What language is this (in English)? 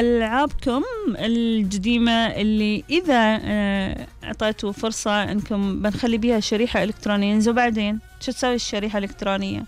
Gulf Arabic